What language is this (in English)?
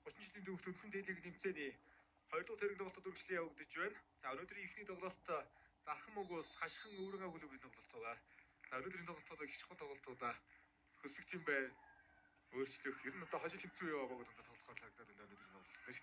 Mongolian